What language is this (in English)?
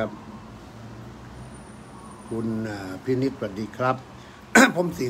Thai